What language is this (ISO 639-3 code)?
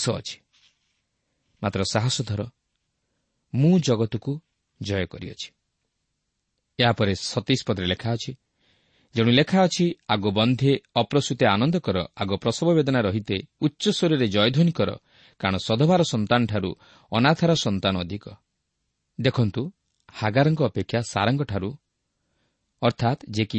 ori